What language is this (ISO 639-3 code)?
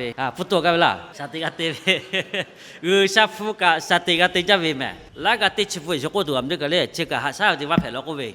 lhu